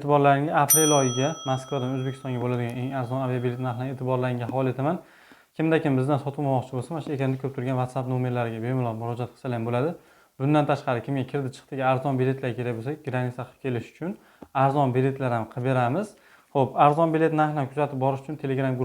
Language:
Uzbek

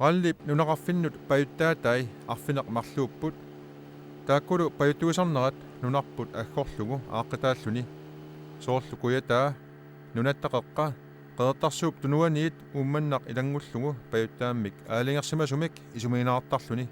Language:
Kalaallisut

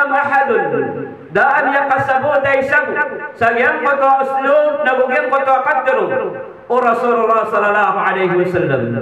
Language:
Maranao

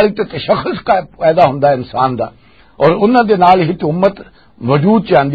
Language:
Western Panjabi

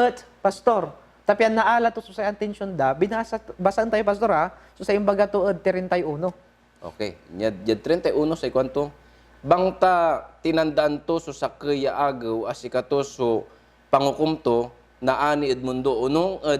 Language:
Pangasinan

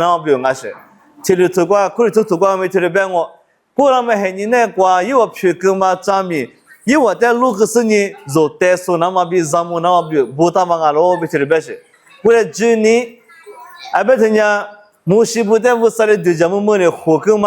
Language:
Lisu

